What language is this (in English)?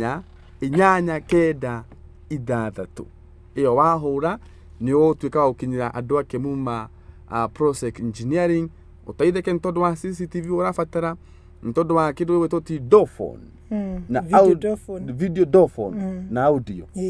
Kikuyu